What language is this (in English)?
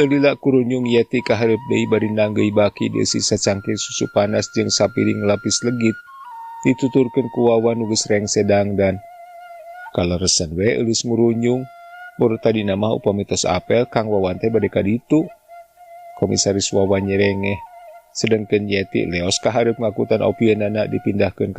Sundanese